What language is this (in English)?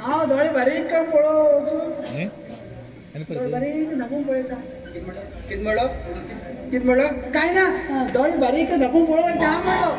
Konkani